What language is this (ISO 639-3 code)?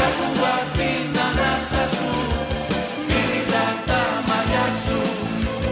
ell